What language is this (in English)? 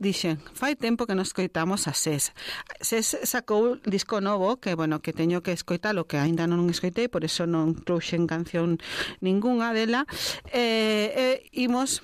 Galician